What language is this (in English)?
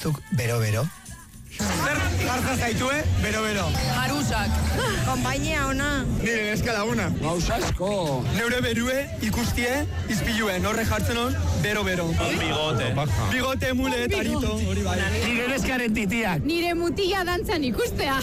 Basque